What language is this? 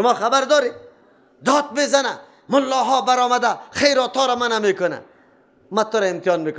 Persian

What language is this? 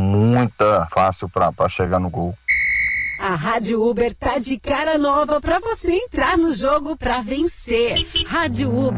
Portuguese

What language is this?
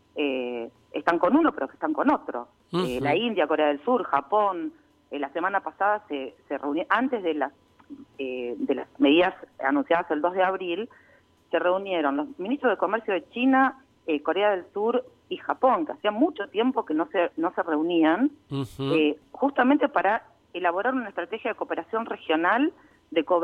Spanish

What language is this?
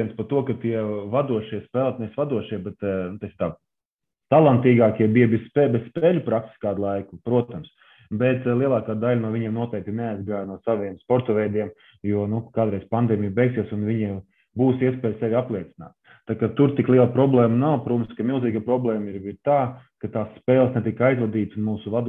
Latvian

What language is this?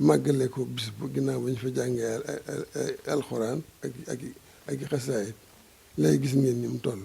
Wolof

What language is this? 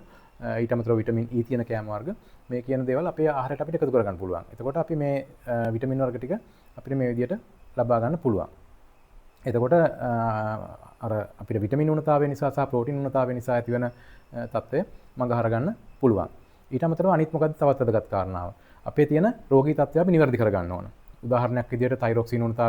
Sinhala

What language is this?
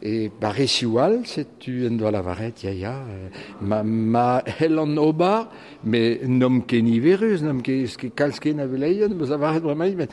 Breton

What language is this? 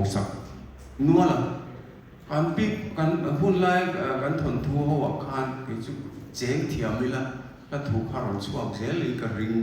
Mizo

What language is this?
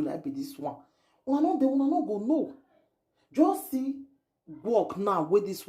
Nigerian Pidgin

